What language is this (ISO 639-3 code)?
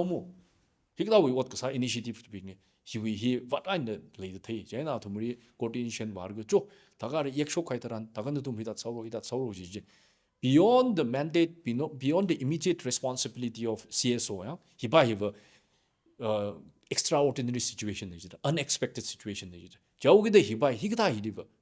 nmf